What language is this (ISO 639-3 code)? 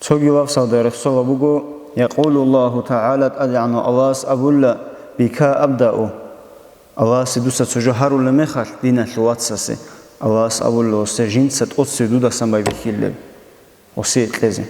ava